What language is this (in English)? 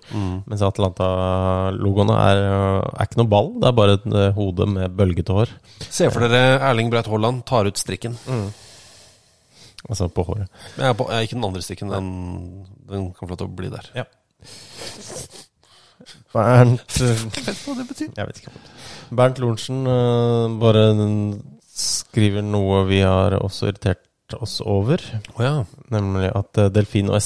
Norwegian